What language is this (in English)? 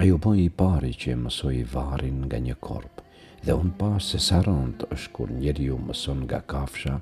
Albanian